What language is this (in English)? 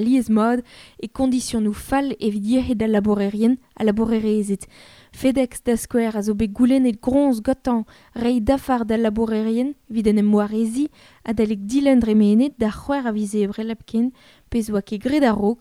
Breton